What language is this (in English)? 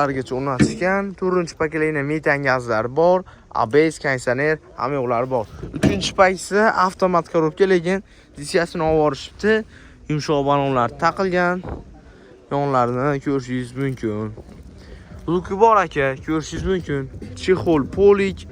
Uzbek